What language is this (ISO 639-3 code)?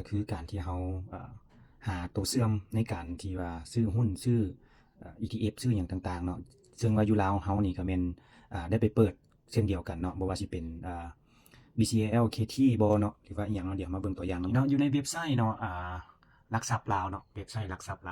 lao